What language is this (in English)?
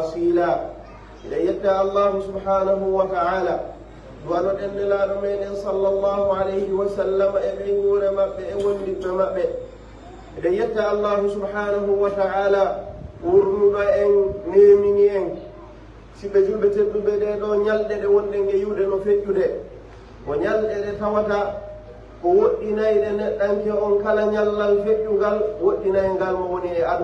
Pular